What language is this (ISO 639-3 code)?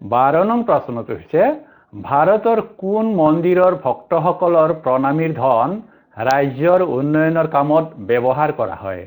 asm